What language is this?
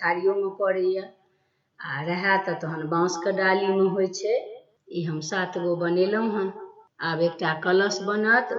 Maithili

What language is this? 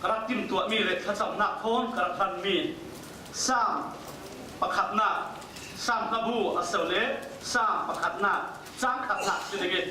Falam Chin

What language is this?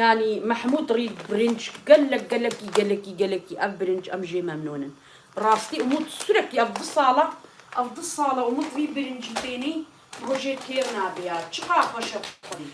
Kurdish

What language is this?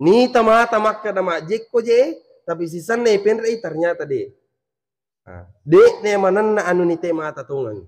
Buginese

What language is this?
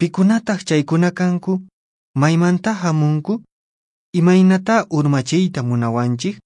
Quechua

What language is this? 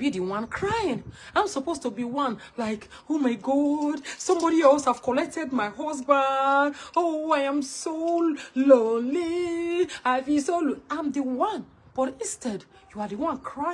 Nigerian Pidgin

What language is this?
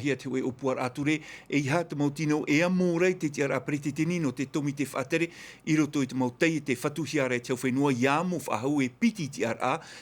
Tahitian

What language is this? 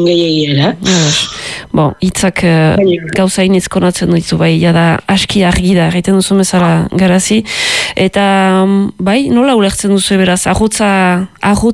Basque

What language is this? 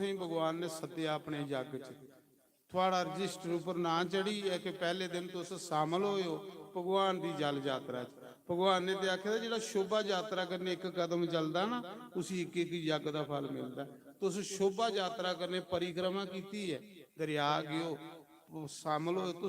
Dogri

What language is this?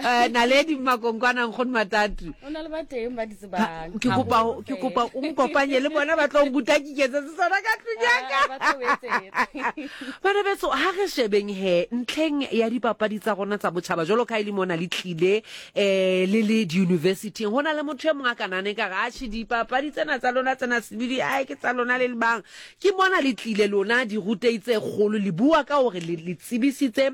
Southern Sotho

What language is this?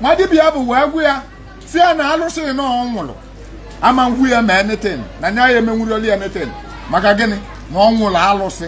Igbo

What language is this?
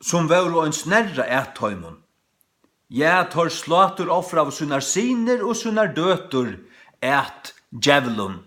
Faroese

